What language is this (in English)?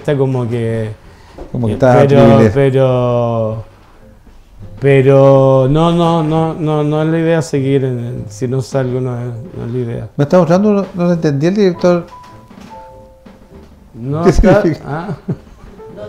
Spanish